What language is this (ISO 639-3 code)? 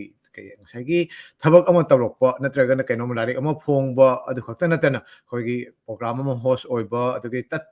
mni